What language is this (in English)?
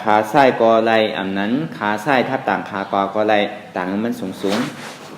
Shan